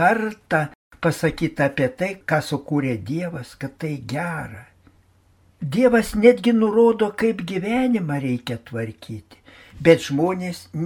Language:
Lithuanian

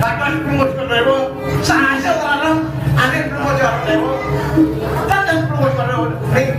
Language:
Balinese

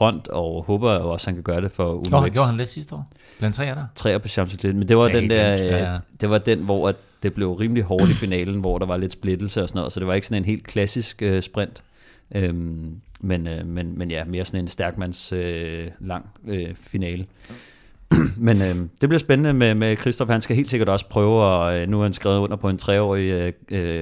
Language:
Danish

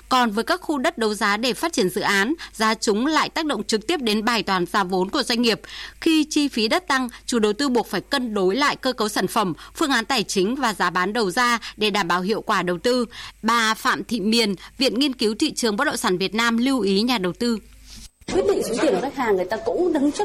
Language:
Vietnamese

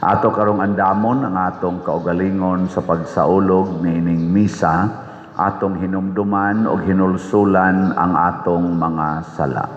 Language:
Cebuano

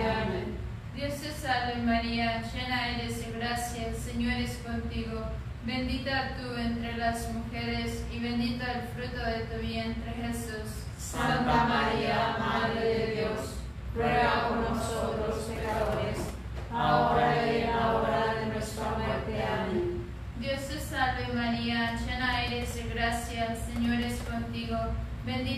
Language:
Spanish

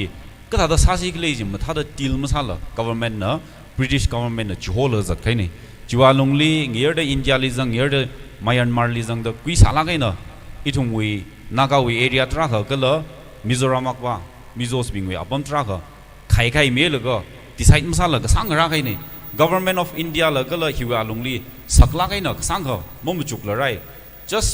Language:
Tangkhul Naga (India)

